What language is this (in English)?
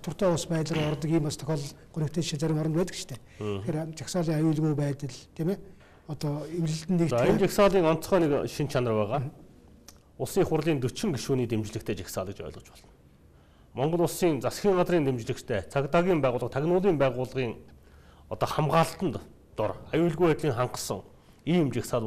Mongolian